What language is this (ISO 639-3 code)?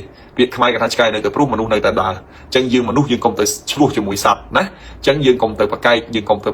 khm